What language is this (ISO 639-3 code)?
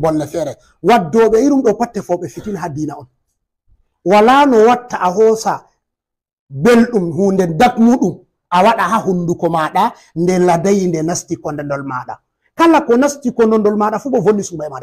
ful